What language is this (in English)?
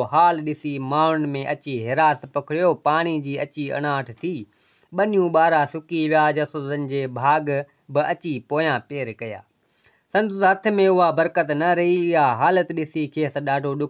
Sindhi